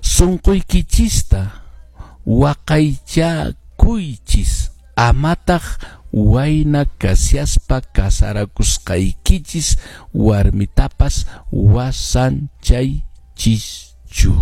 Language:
Quechua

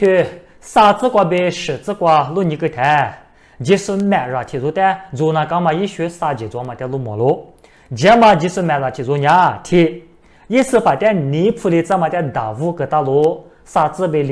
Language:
Lisu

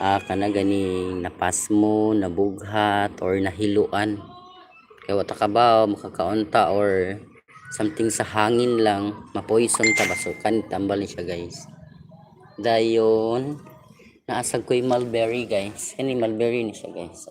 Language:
Cebuano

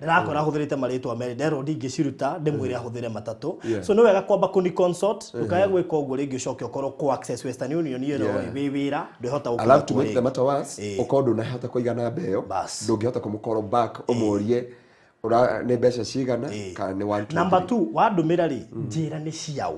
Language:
Kikuyu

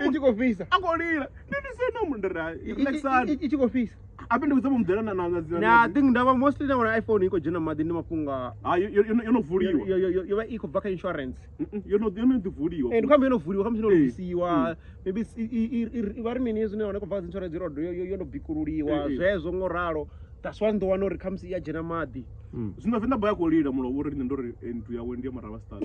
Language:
Venda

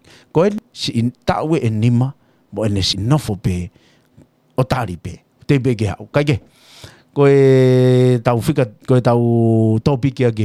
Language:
Tongan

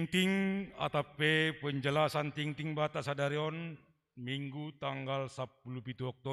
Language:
Batak Simalungun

